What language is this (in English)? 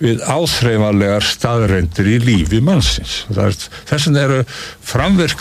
Icelandic